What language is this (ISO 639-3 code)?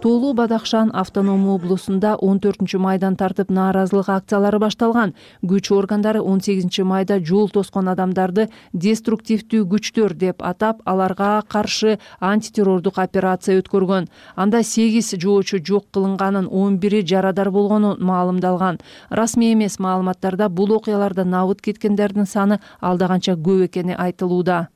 kir